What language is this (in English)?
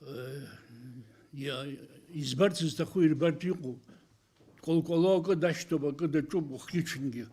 Abkhazian